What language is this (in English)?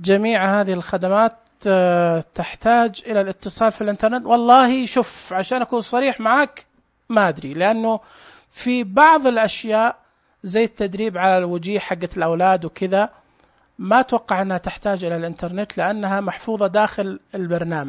Najdi Arabic